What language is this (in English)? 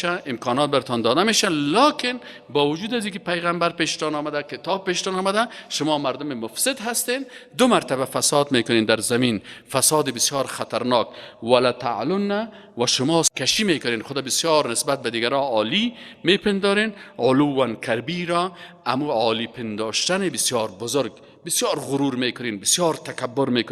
Persian